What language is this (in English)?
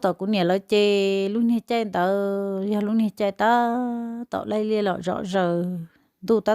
Hmong